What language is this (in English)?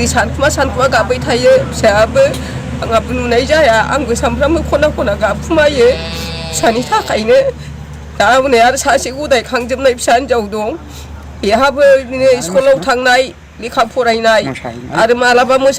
Bodo